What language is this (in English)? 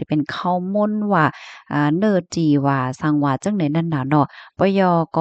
Shan